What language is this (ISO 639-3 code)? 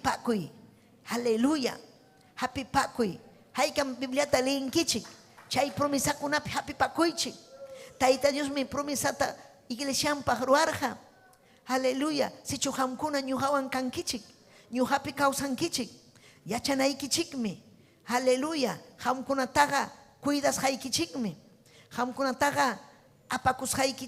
quy